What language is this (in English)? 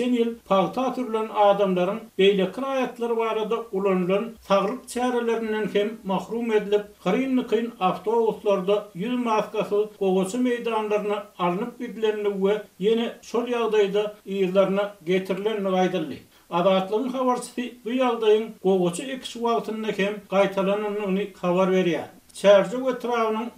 Turkmen